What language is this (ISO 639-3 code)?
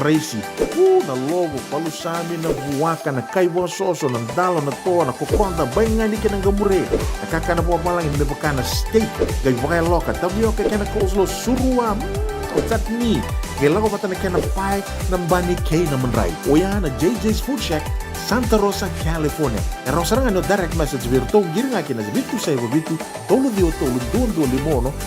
fij